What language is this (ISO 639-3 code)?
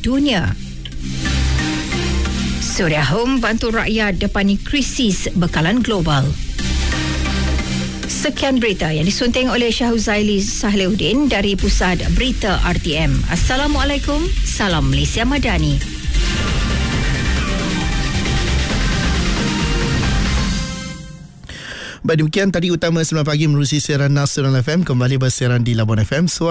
msa